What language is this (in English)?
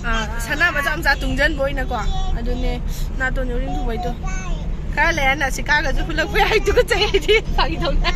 Manipuri